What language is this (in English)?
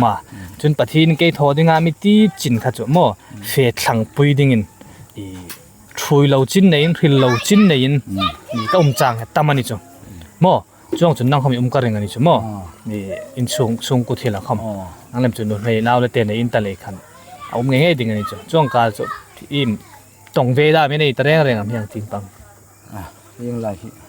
Hmar